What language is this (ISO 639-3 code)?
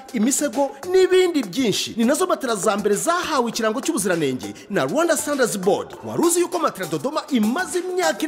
kin